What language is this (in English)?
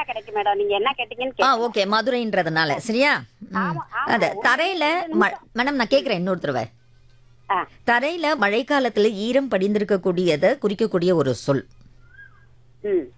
Tamil